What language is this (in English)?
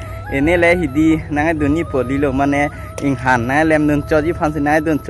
Karbi